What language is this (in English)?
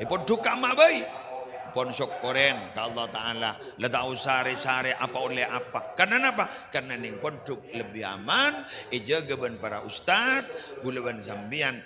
Madurese